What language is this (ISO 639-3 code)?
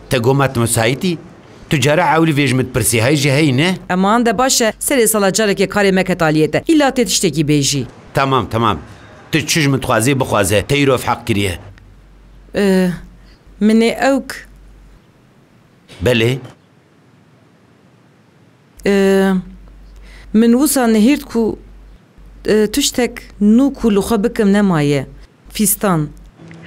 kur